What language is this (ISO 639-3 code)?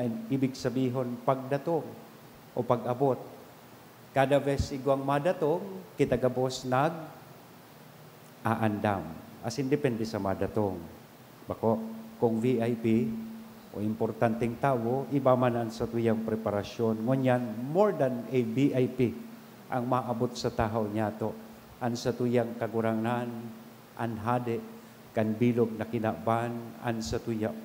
bik